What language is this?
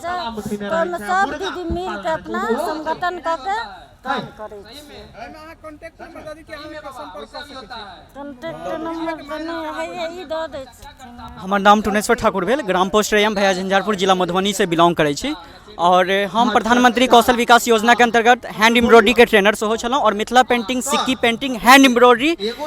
Maithili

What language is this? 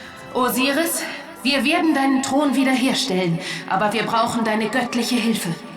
Bavarian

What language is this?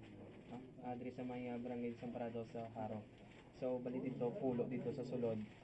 Hiligaynon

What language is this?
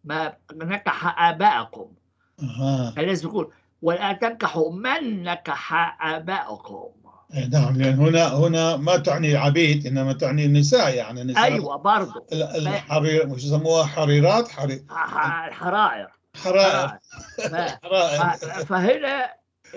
North Levantine Arabic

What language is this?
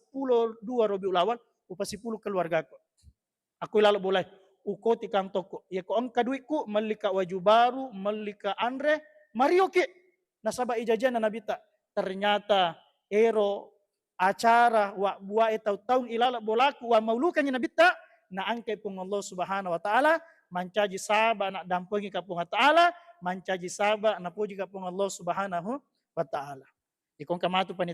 Buginese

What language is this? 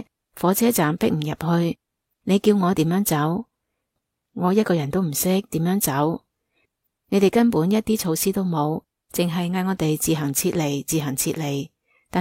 Cantonese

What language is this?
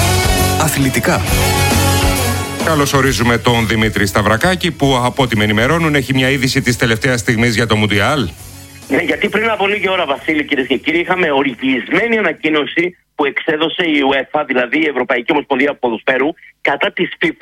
Greek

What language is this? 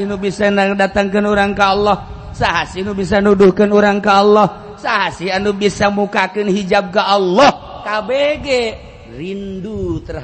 Sundanese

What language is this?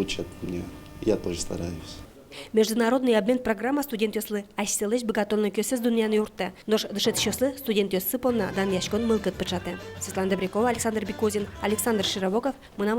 Udmurt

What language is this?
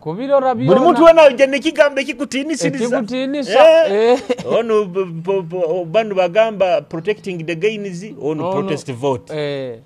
Nyoro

